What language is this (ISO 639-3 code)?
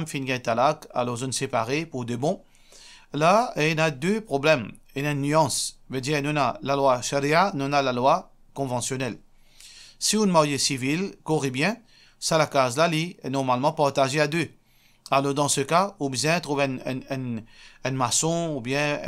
mfe